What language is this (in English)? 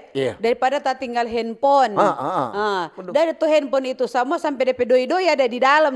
Manado Malay